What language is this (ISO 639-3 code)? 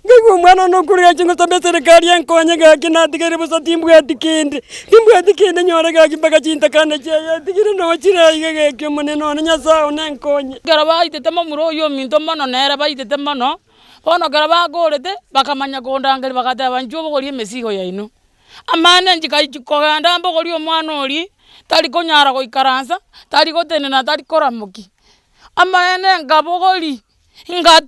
guz